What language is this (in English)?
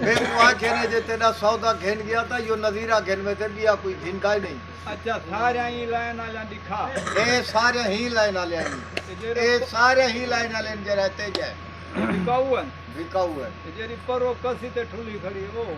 Saraiki